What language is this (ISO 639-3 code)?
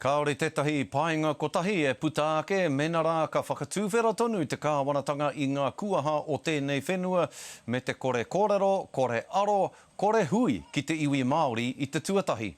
mri